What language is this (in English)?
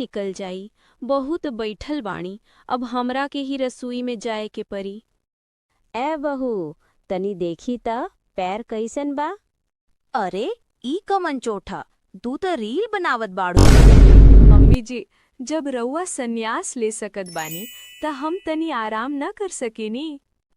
Bhojpuri